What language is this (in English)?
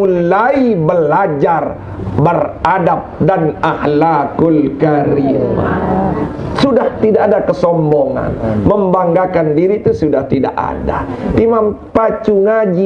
Sasak